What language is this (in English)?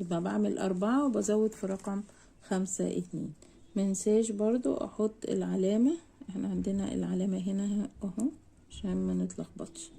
Egyptian Arabic